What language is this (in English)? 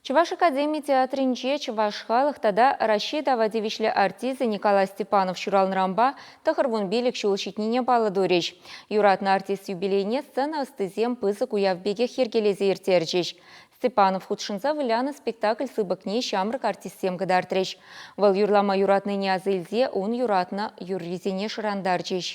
Chuvash